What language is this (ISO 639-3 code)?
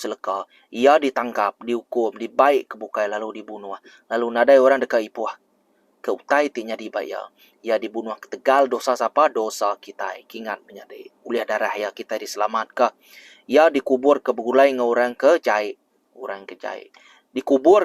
iba